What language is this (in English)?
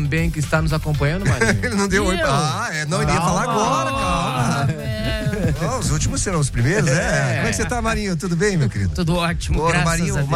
Portuguese